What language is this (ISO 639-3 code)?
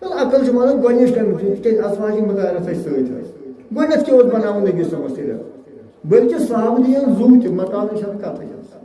kas